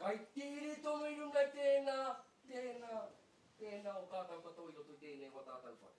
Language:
Māori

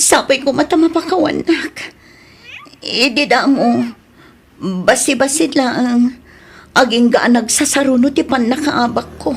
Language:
Iloko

